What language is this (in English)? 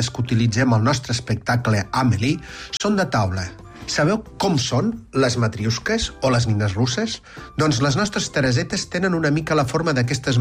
Catalan